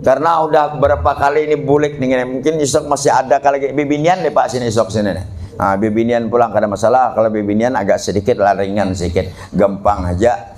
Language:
Banjar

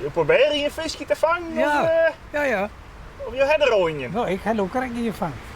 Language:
Western Frisian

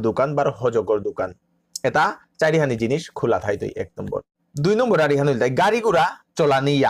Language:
Bishnupriya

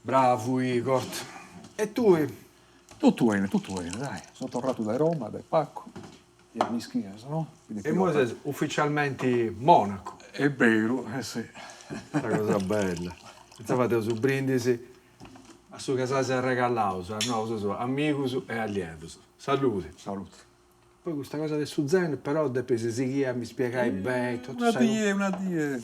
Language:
Sardinian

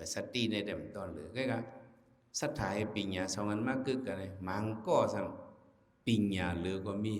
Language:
Shan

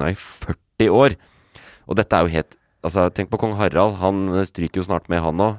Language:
Norwegian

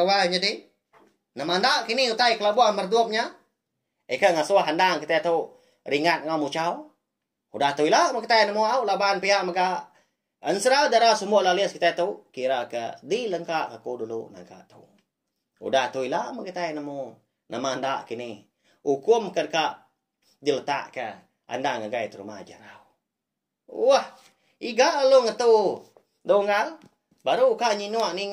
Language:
Iban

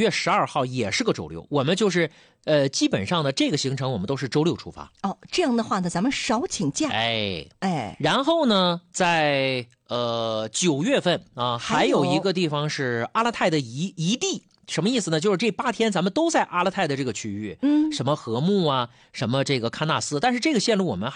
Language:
Chinese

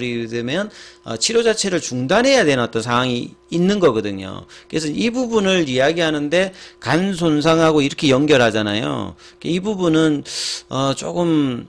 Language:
Korean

